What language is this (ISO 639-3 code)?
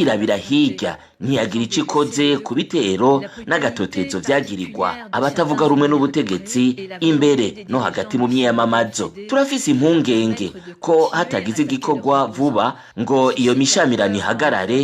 run